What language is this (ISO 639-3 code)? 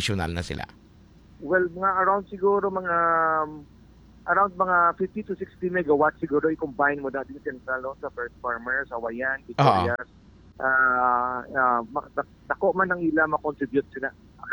hil